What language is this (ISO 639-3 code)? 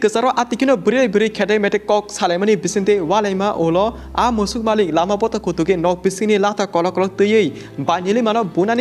trp